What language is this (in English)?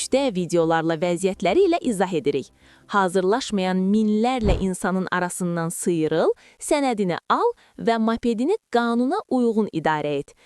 Azerbaijani